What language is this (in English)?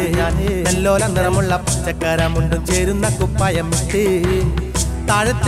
Malayalam